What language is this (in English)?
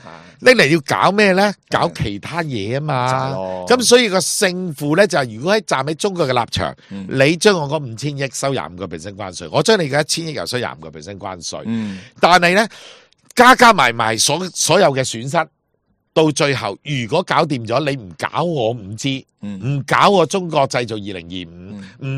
Cantonese